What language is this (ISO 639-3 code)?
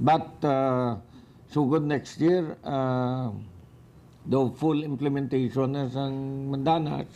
hil